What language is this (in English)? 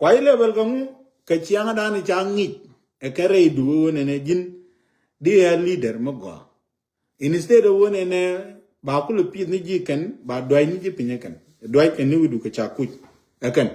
Nuer